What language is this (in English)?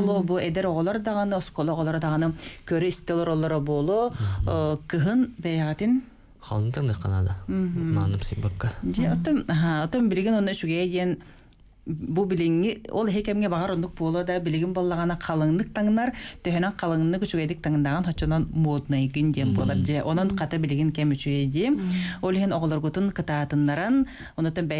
Yakut